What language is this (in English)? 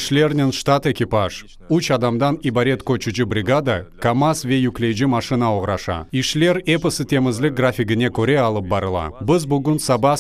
Crimean Tatar